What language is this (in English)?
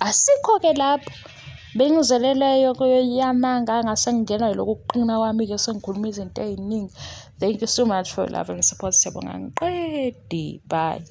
Zulu